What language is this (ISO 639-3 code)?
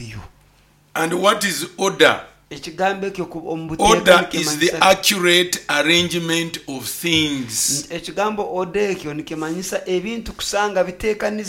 nyo